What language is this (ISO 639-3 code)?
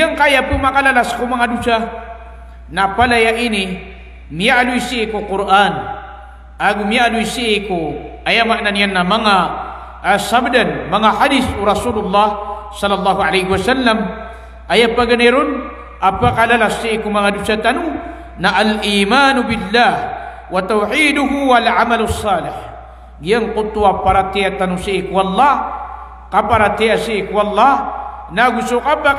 mrw